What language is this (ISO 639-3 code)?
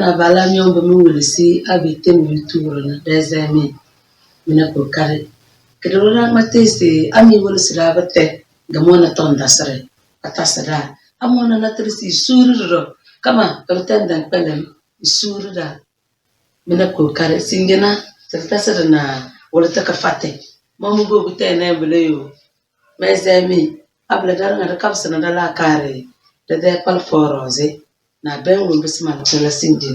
kdh